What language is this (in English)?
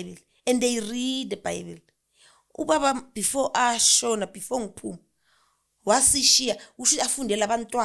Zulu